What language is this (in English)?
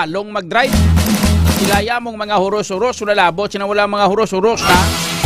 Hiligaynon